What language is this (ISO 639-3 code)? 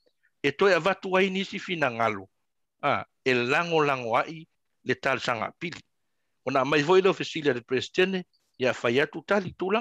smo